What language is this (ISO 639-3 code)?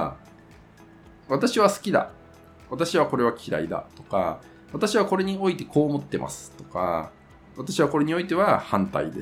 jpn